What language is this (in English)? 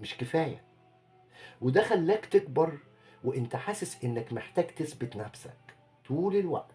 Egyptian Arabic